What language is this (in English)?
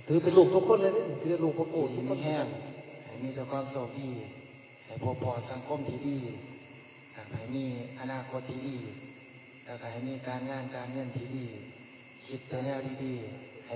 Northeastern Thai